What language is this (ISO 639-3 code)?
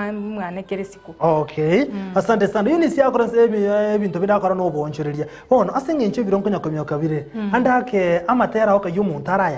guz